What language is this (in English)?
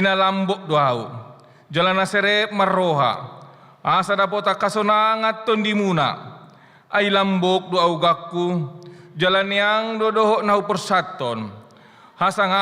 Batak Toba